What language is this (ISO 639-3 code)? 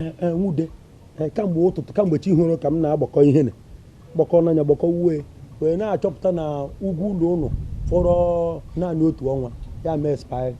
ibo